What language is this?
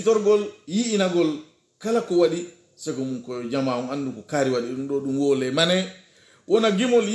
Pular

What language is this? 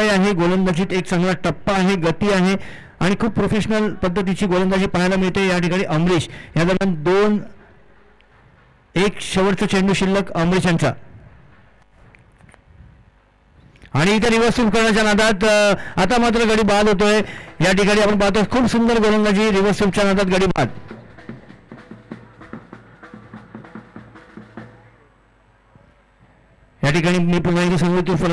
Marathi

